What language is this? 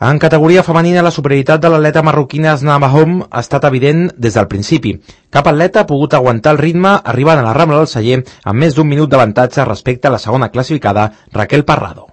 Catalan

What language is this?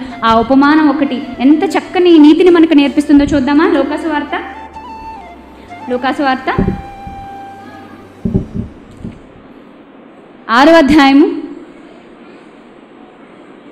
Telugu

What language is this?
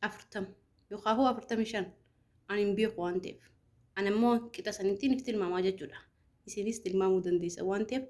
Oromo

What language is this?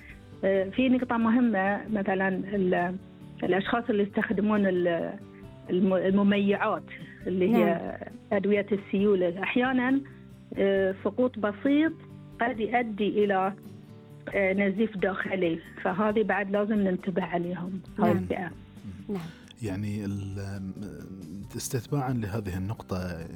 Gulf Arabic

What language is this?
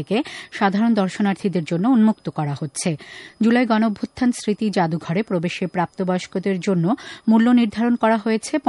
Bangla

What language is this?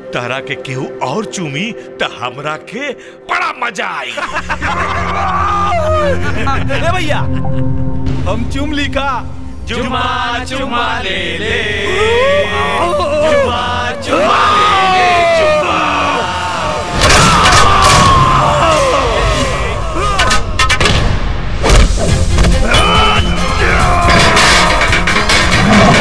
Bhojpuri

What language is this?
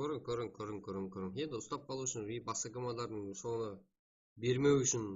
Kara-Kalpak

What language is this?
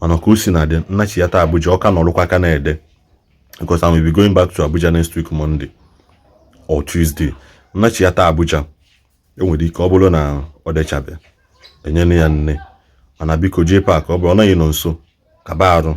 Igbo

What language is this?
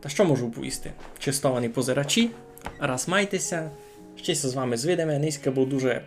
Rusyn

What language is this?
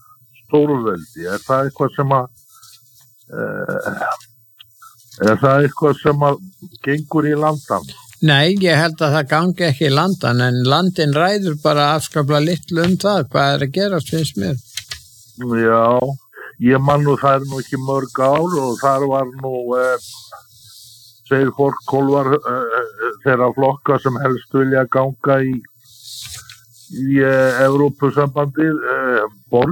Icelandic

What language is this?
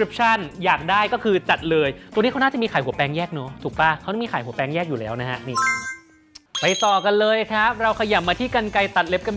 Thai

